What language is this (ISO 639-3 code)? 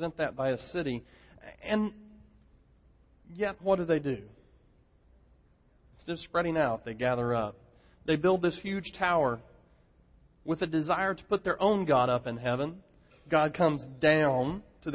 eng